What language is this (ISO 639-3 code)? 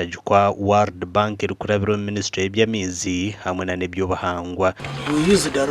nyn